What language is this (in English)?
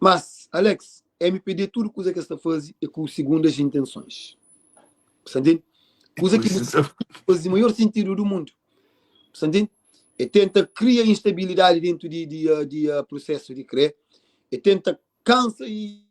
Kabuverdianu